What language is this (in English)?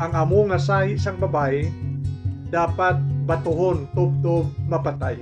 Hiligaynon